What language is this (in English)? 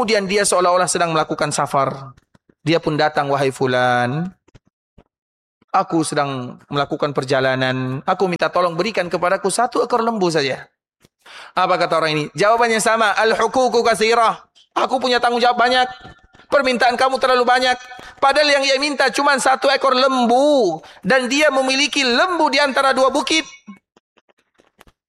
Indonesian